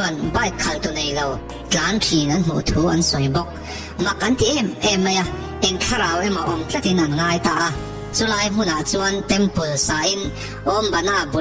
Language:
Mizo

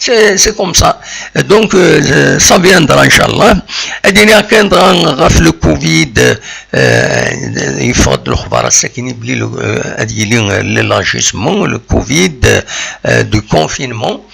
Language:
Kabyle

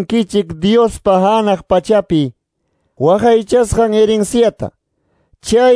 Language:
Quechua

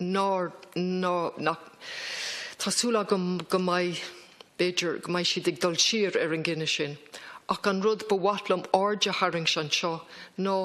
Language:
Irish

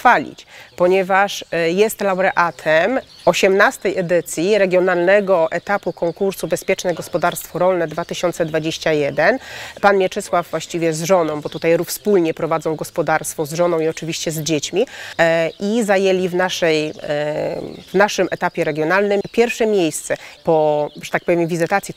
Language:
Polish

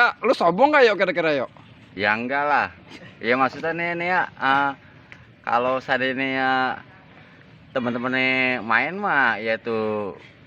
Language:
Betawi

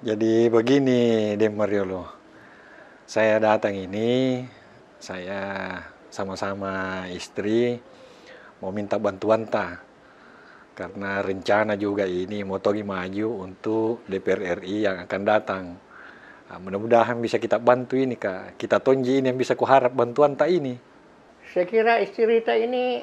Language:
Makassar Malay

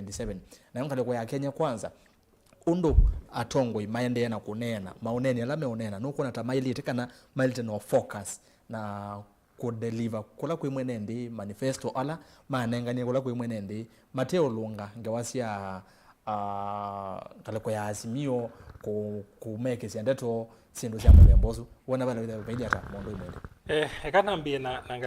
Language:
Kamba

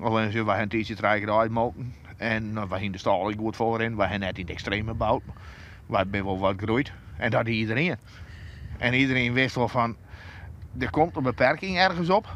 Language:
Western Frisian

